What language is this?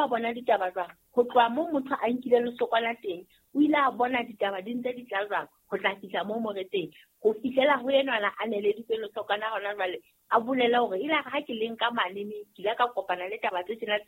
Southern Sotho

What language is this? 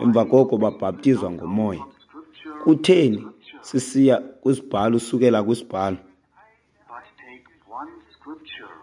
Xhosa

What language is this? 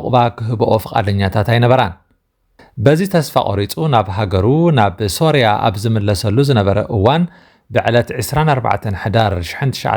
Tigrinya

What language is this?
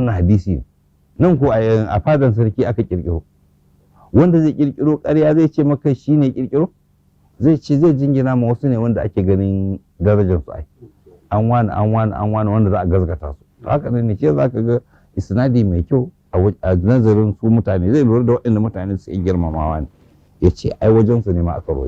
Hausa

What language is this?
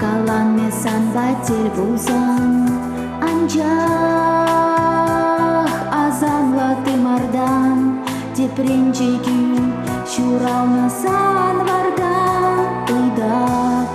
Chuvash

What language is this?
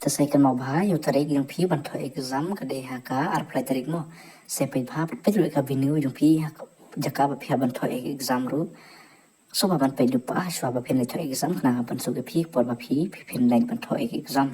Khasi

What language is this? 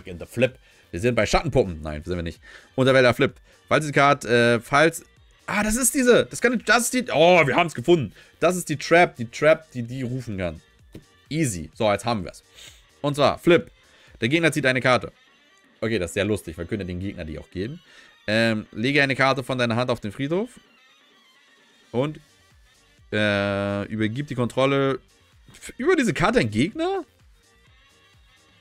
German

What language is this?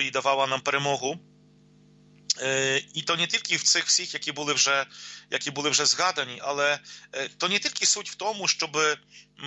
Ukrainian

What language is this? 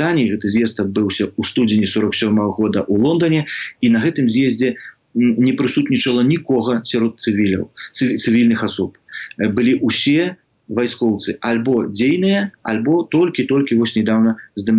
Belarusian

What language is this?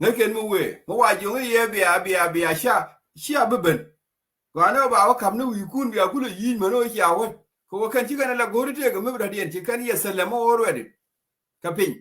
Nuer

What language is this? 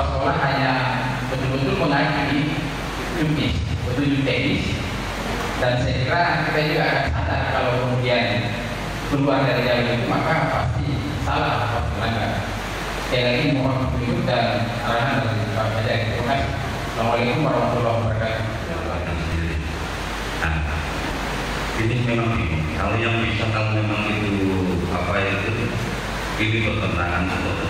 Indonesian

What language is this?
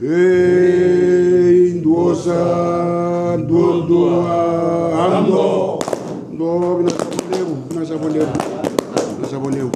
Fijian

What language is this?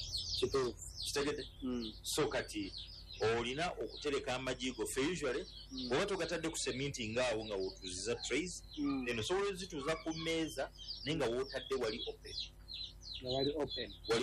Ganda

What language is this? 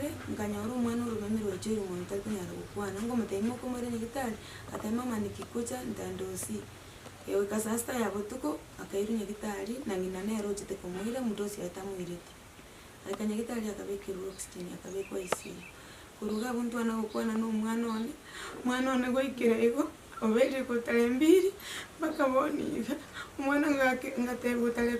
Gusii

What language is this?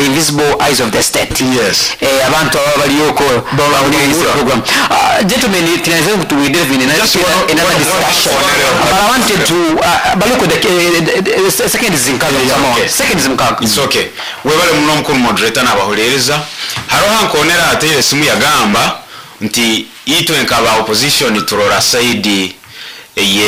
Nyoro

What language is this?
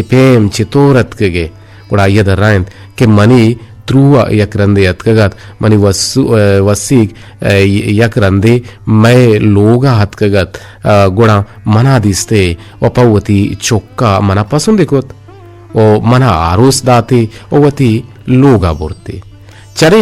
Eastern Balochi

